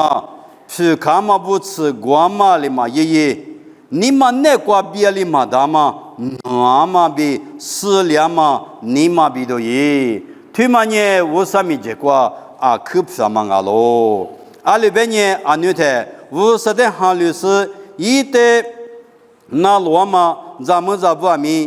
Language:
Lisu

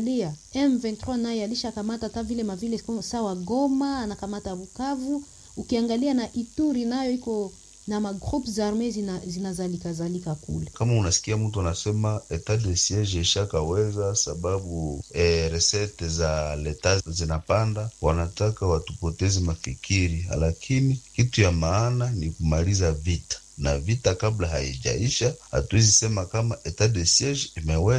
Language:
Swahili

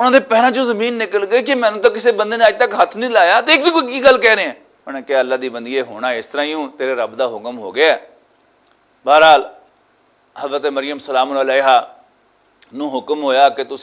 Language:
Western Panjabi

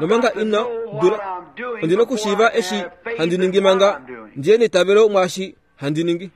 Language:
Kuanyama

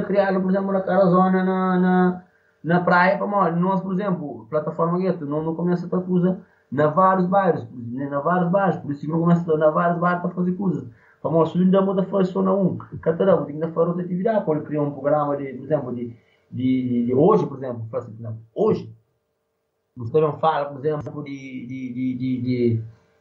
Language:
Portuguese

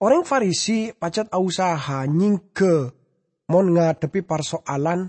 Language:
Madurese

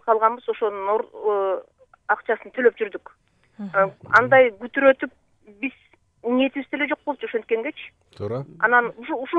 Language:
Kyrgyz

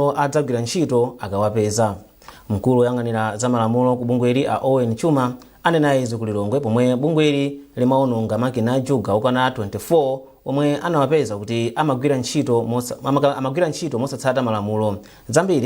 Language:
Nyanja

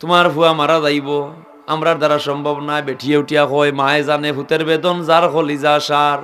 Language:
Sylheti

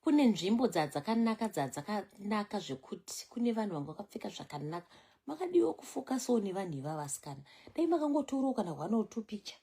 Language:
Shona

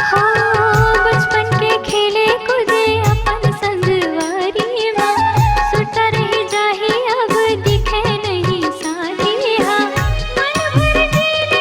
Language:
Chhattisgarhi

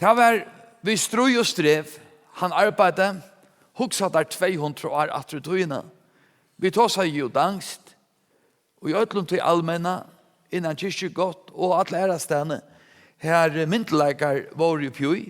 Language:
Faroese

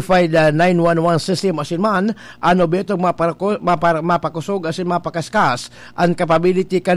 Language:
Bikol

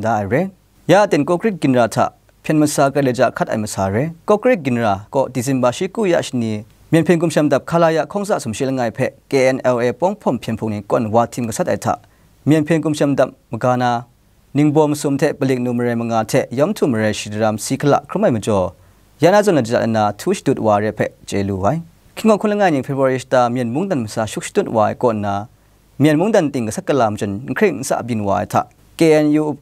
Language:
Kachin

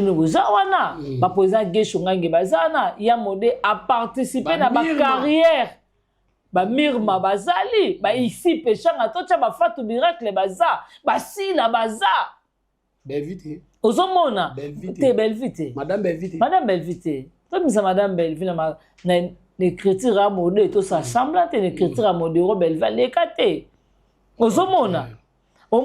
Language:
Lingala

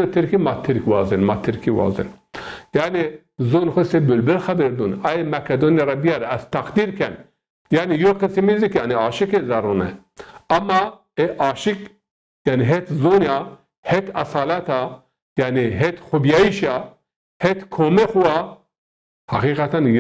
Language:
Zaza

